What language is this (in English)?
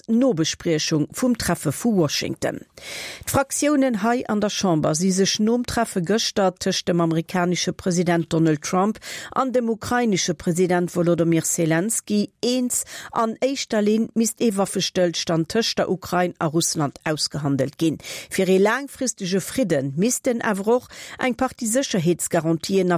Luxembourgish